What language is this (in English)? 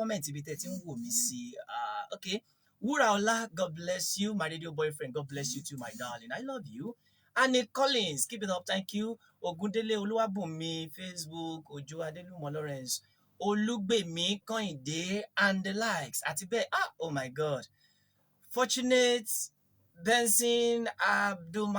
Yoruba